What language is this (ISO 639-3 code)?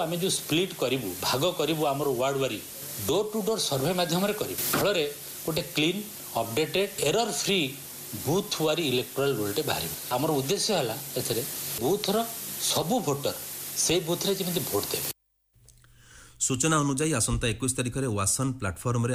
ori